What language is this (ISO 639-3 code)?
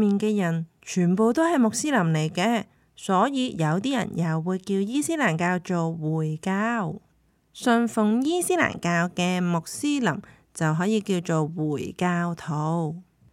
yue